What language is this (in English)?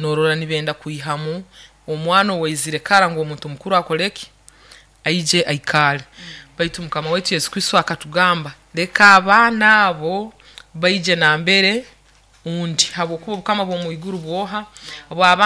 Nyoro